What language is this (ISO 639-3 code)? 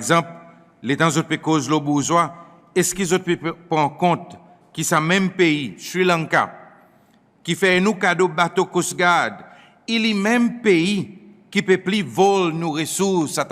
crs